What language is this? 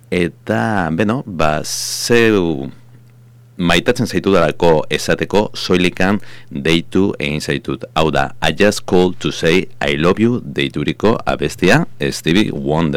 Basque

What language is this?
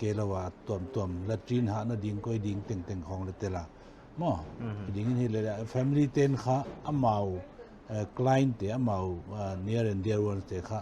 Paite Chin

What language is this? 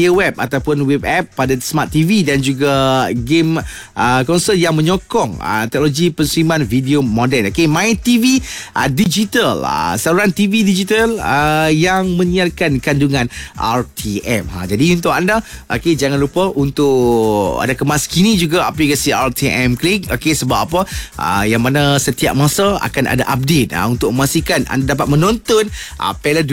Malay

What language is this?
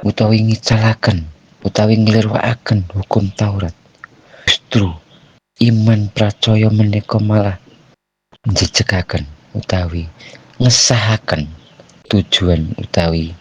Javanese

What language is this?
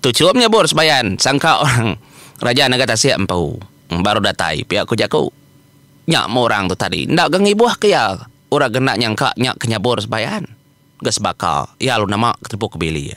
Iban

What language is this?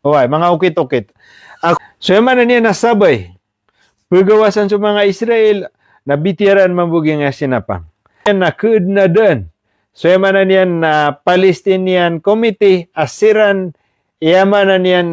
Maranao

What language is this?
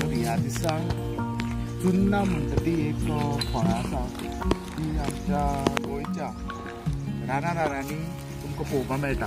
Konkani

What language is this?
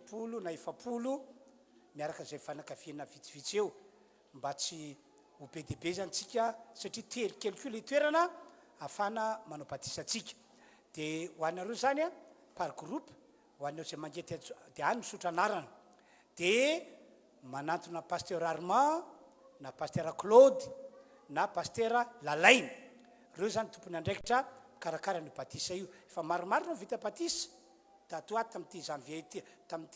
Malagasy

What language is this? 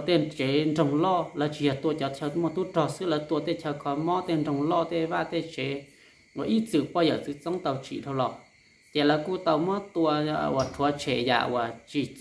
Hmong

